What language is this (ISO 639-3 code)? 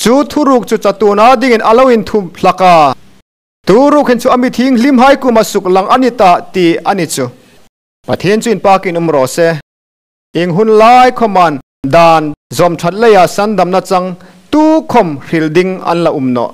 hmr